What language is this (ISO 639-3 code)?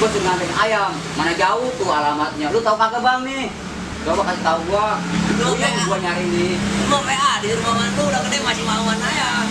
bew